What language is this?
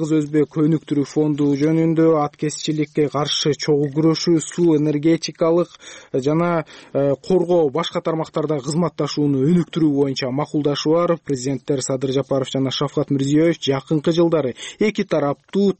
Kyrgyz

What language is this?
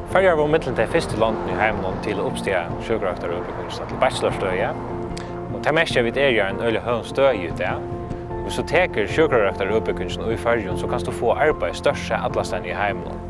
Faroese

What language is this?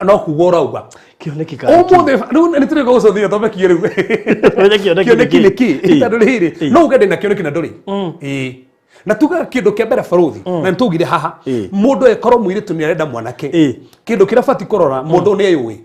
Kikuyu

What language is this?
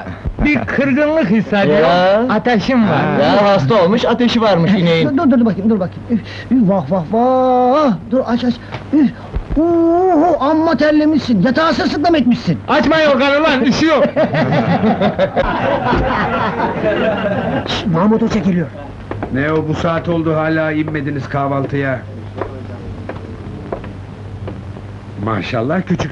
Turkish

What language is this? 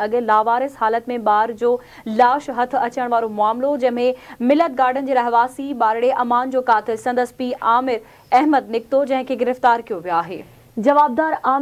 Sindhi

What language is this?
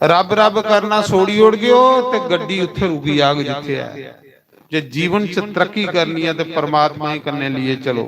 Dogri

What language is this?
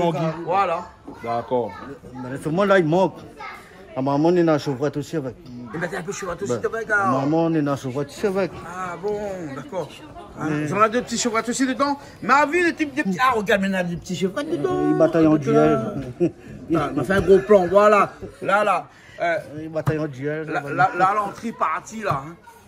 Réunion Creole French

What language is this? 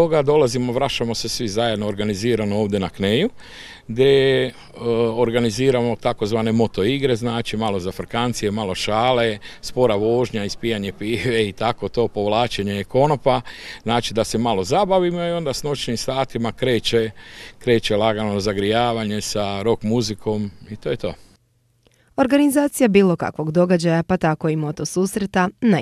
Croatian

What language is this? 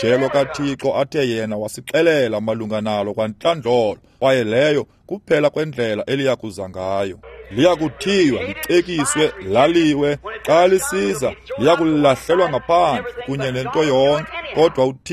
Xhosa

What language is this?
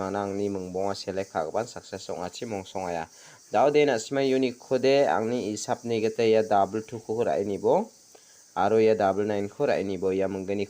Garo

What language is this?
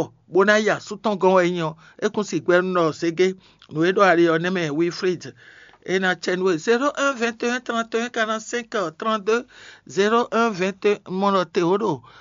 Fon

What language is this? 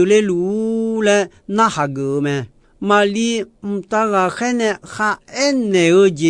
Akha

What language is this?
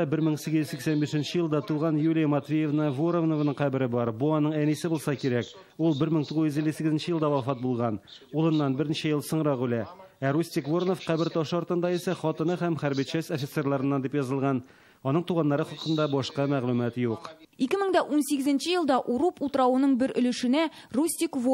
Tatar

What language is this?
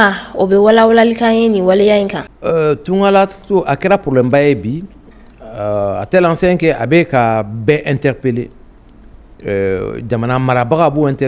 Bambara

